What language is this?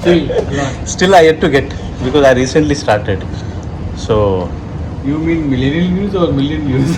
Konkani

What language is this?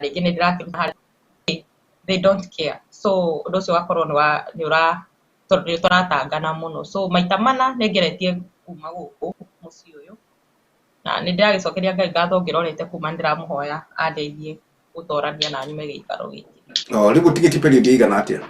Kikuyu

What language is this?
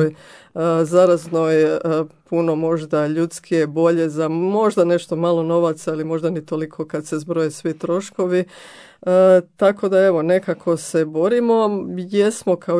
Croatian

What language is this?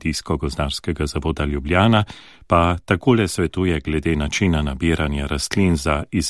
Slovenian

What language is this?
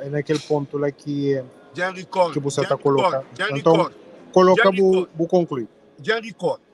Kabuverdianu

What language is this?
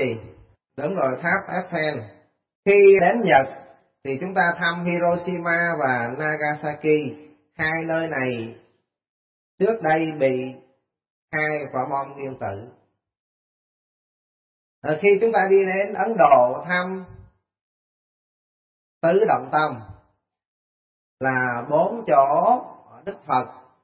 Vietnamese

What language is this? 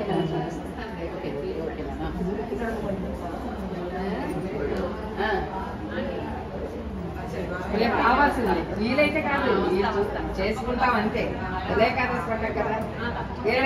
Telugu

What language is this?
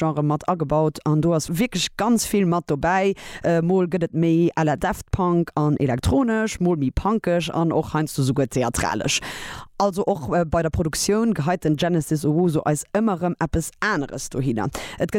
Luxembourgish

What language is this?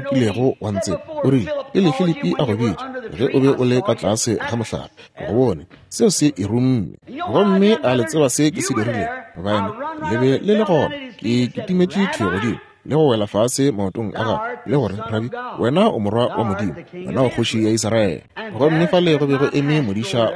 Northern Sotho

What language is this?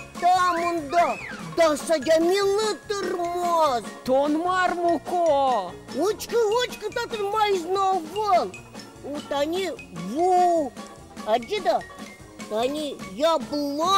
Udmurt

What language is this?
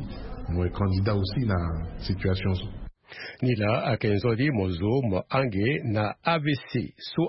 Sango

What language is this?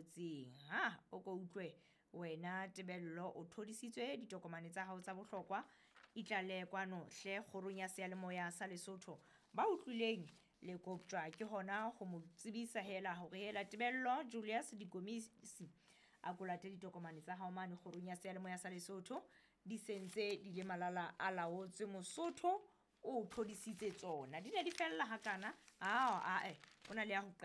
Southern Sotho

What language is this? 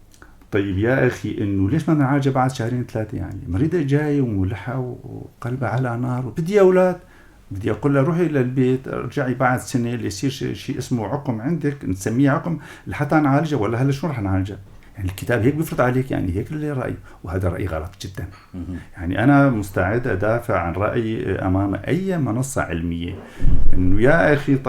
North Levantine Arabic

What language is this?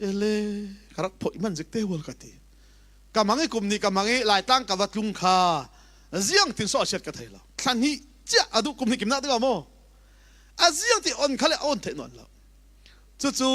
Falam Chin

